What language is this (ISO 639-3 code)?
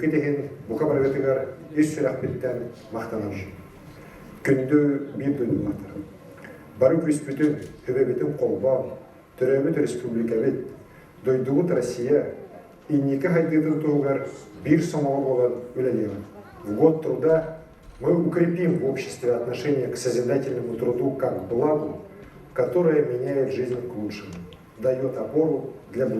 sah